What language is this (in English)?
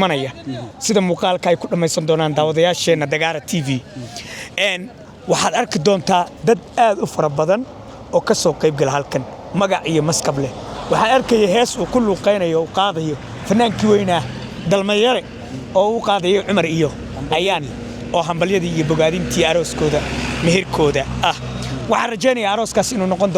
Somali